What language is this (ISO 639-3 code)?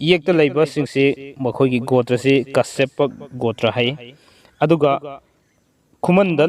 mni